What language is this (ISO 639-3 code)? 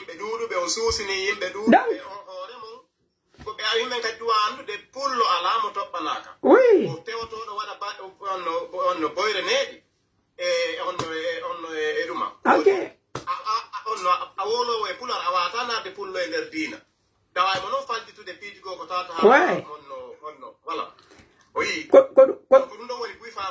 fuf